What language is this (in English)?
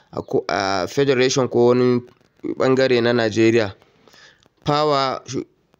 Hausa